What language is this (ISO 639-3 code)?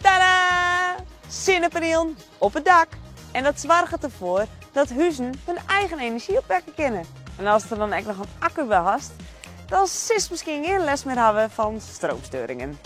fry